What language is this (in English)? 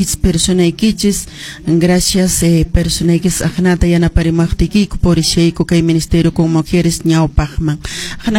Quechua